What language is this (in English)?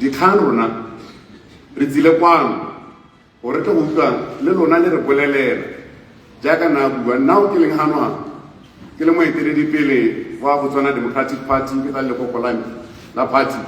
Tswana